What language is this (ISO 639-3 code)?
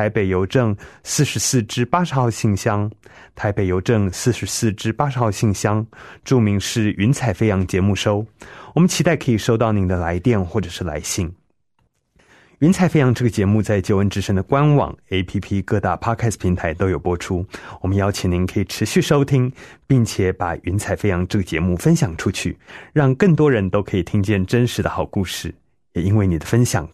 zho